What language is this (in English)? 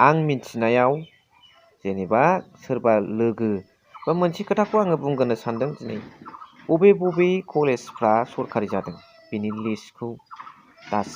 Bodo